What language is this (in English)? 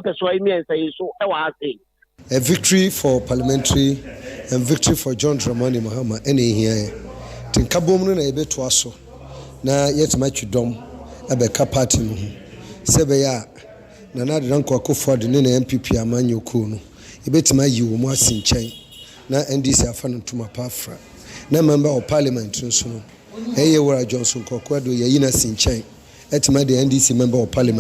Akan